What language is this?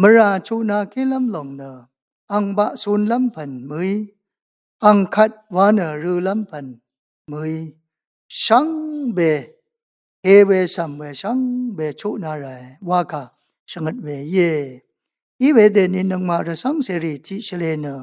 Rawang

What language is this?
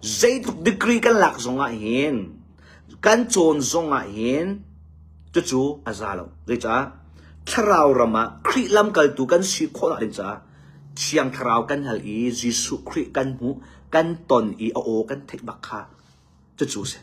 Hakha Chin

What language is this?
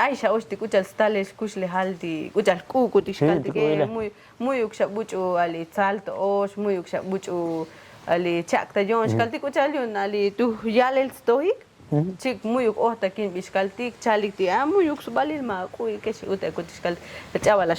Tzotzil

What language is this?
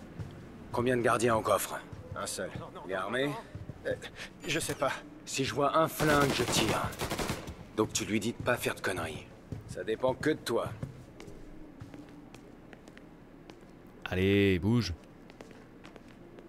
French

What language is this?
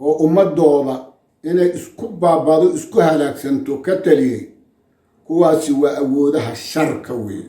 Somali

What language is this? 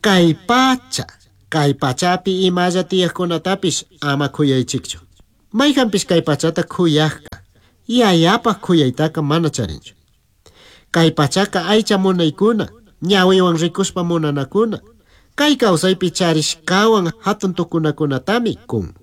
Chimborazo Highland Quichua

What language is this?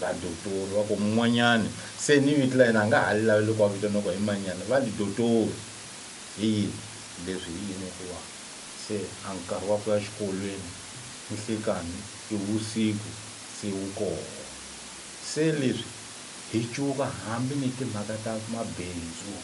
Tsonga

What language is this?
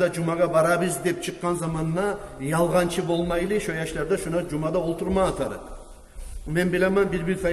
Kumyk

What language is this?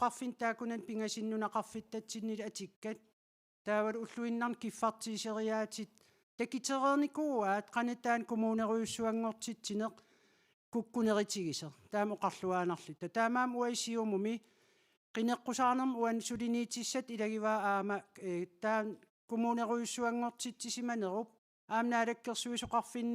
Kalaallisut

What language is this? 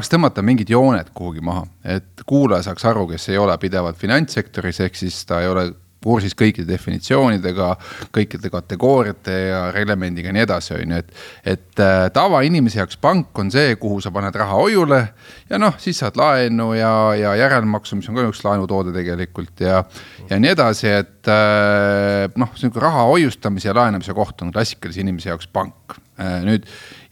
Estonian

